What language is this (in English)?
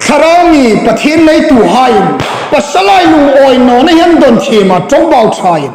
Hmar